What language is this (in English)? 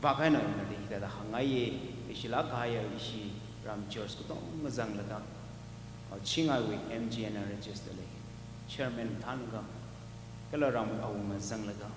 Tangkhul Naga (India)